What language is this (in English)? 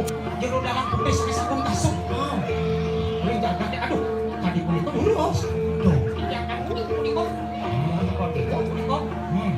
Balinese